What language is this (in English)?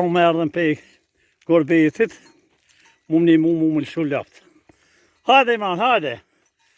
Albanian